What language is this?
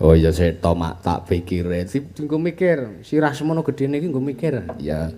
Javanese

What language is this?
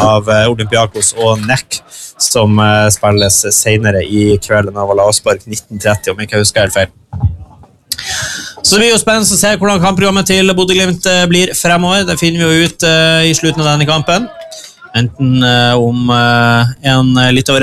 Norwegian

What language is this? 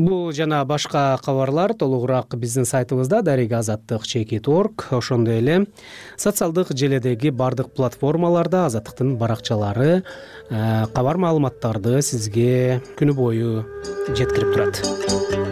Kyrgyz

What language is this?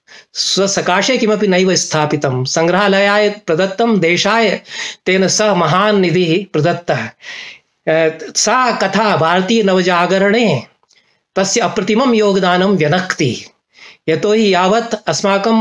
Sanskrit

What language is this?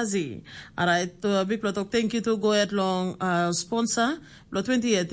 Tok Pisin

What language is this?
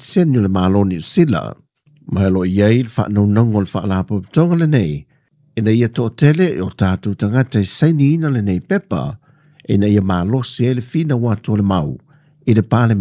Samoan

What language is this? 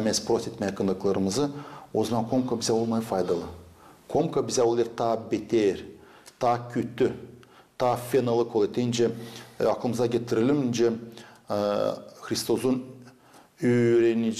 Gagauz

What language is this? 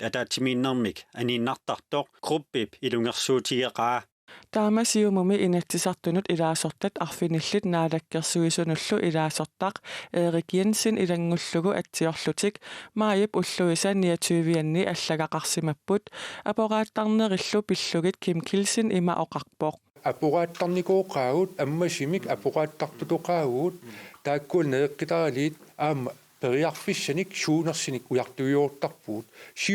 Kalaallisut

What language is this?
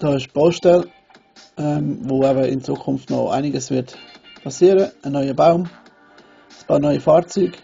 Swiss German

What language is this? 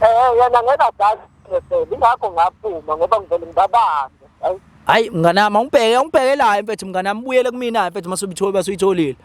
Zulu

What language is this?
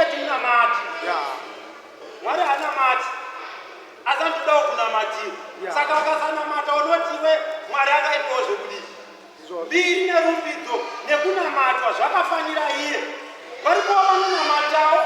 Shona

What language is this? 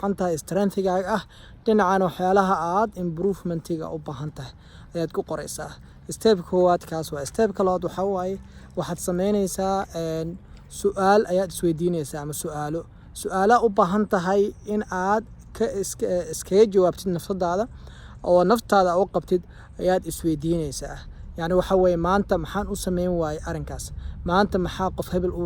Somali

